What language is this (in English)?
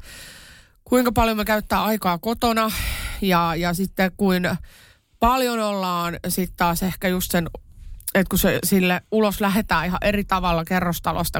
Finnish